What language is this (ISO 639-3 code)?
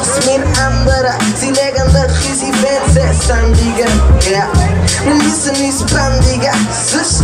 gsw